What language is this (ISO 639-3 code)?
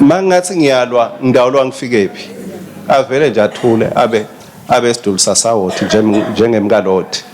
ssw